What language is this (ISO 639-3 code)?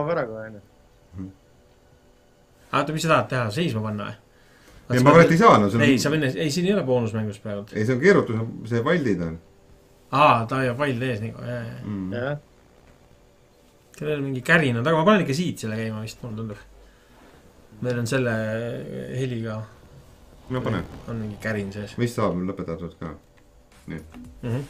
est